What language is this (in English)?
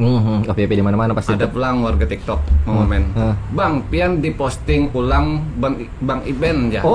Banjar